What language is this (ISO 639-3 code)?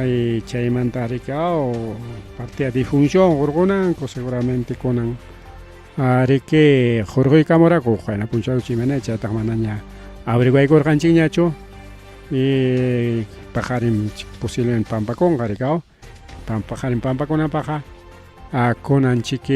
quy